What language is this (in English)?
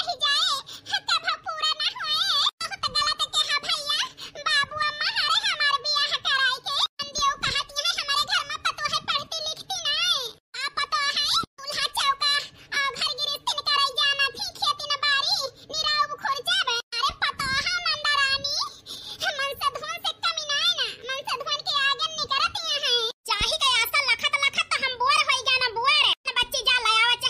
Awadhi